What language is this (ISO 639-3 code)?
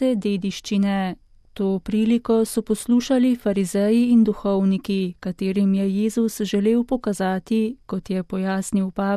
slv